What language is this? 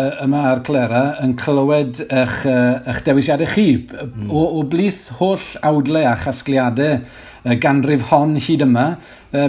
Welsh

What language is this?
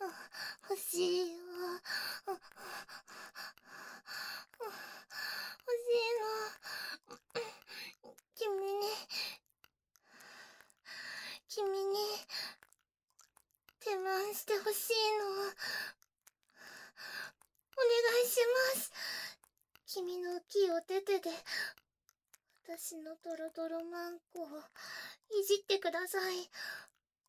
Japanese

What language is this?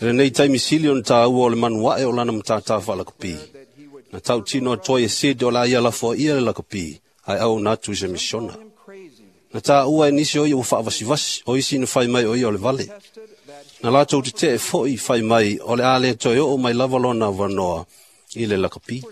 Samoan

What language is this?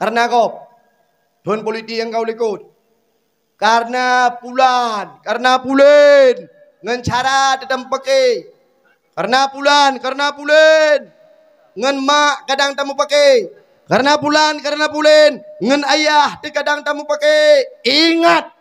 Achinese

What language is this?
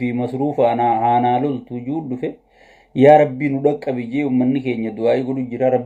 Oromo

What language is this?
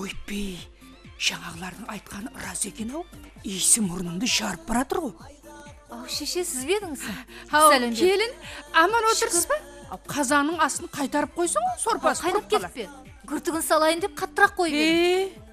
Kara-Kalpak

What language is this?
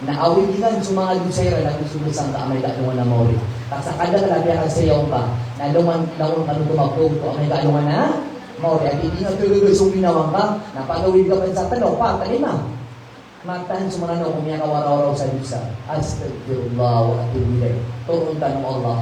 Maranao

